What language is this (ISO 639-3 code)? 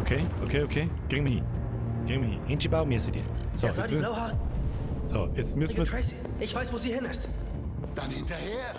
bar